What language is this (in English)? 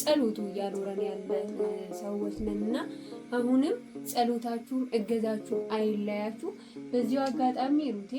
Amharic